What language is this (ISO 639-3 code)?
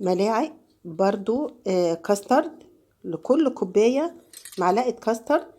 arz